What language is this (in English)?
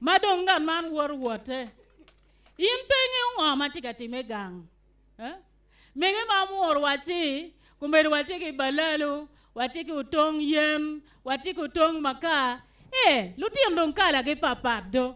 Acoli